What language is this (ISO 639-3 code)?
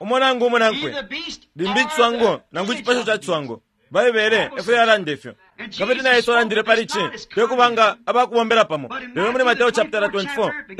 bem